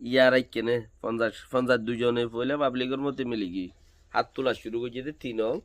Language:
Rohingya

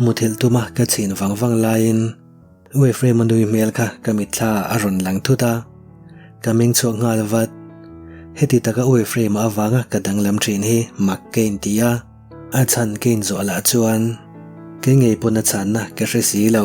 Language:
Mizo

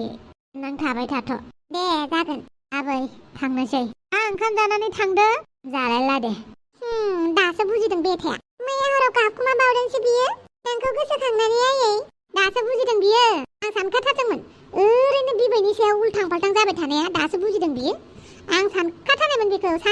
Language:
Bodo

